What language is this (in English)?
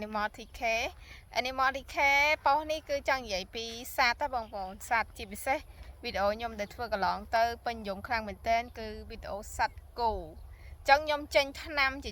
Khmer